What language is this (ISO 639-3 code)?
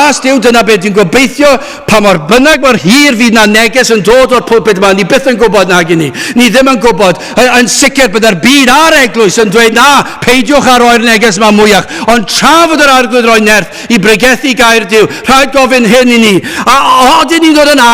cym